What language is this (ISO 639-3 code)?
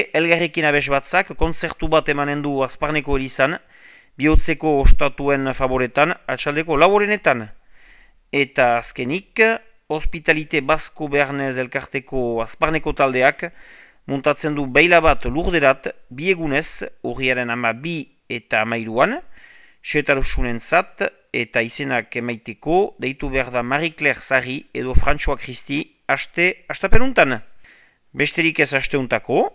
eus